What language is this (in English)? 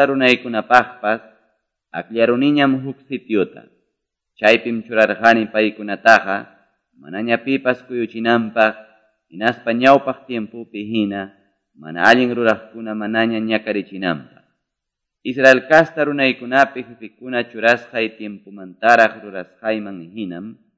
Quechua